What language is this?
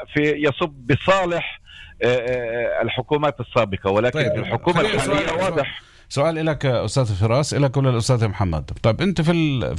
North Levantine Arabic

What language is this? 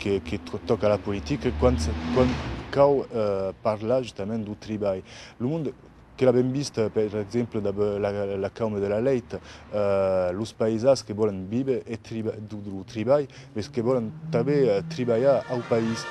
Occitan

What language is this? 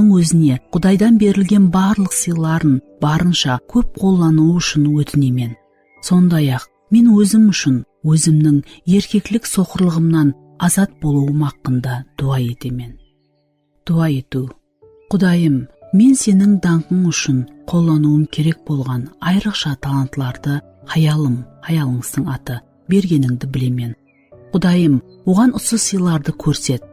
Kara-Kalpak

